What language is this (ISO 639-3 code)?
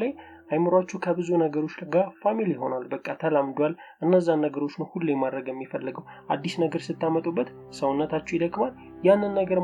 amh